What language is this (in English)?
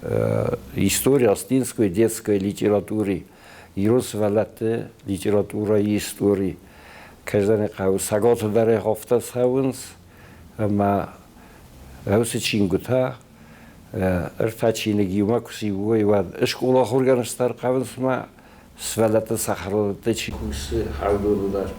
Ossetic